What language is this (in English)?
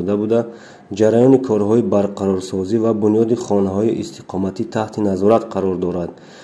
Tajik